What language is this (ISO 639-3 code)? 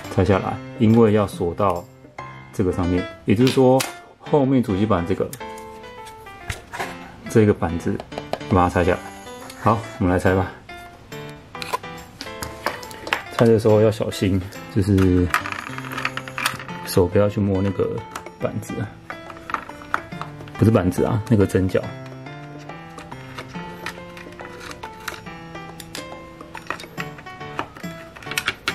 zho